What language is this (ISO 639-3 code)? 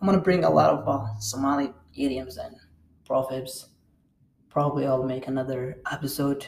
eng